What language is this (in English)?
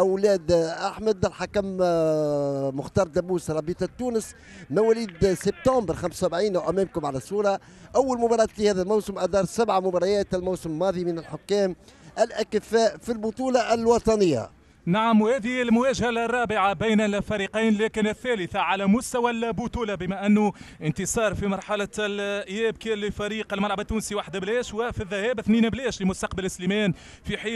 Tunisian Arabic